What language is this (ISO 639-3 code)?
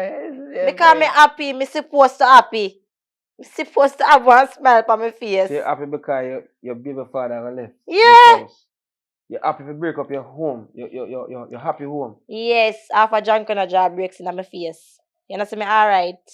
jam